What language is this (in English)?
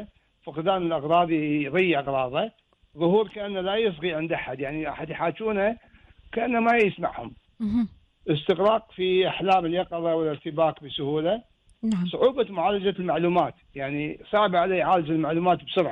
Gulf Arabic